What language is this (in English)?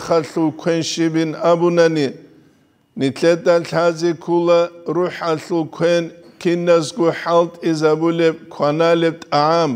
Avaric